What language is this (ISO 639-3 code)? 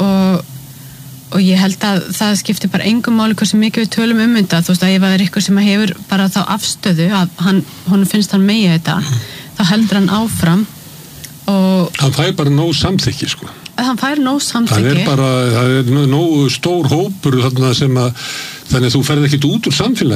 isl